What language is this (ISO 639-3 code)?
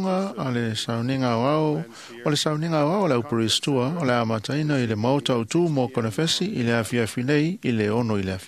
smo